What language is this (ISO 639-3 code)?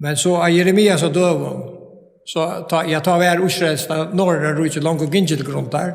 fao